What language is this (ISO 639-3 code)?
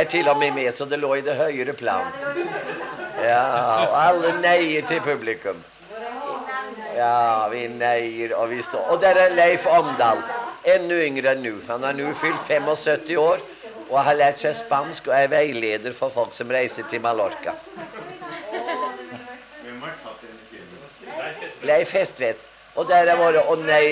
nor